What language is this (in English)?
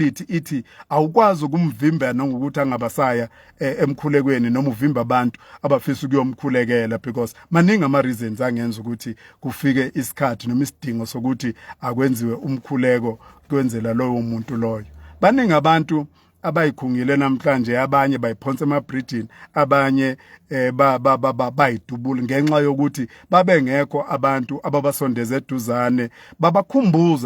Zulu